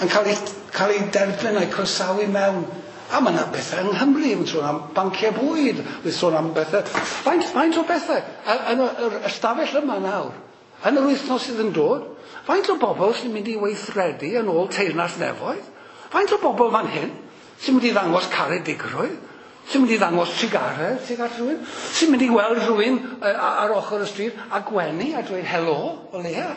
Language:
Welsh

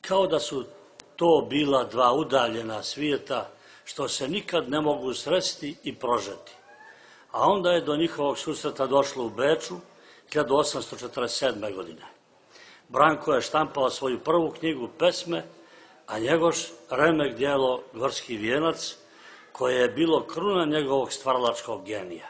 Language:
Serbian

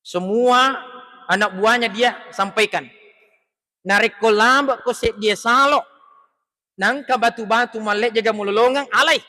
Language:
Buginese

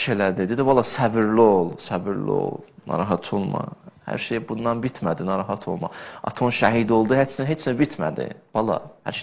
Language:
Azerbaijani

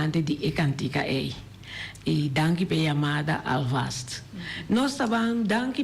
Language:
Papiamento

